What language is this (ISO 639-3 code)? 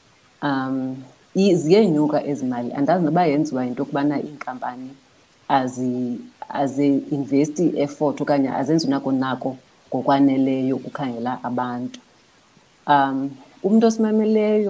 xho